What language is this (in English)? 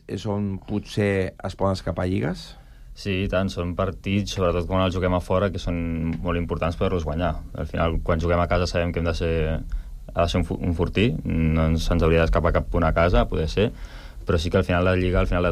Catalan